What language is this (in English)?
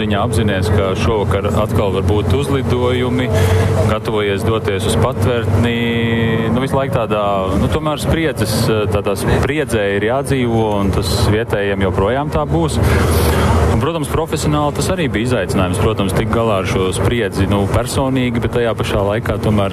Latvian